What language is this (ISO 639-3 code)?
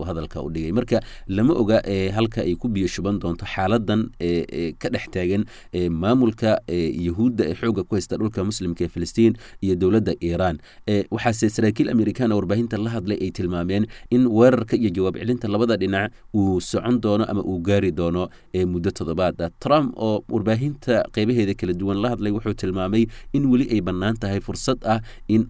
som